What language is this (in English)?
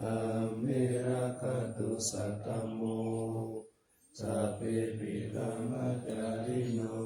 Pali